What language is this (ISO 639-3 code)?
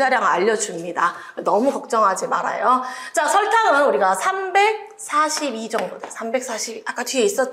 kor